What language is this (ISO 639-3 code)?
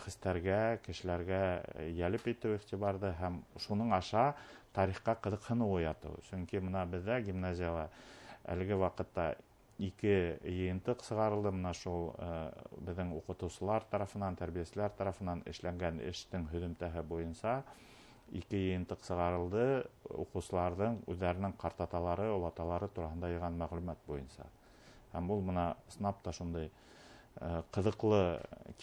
bak